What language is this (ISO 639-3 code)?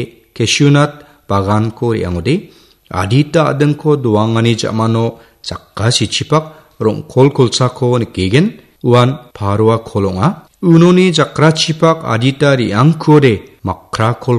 grt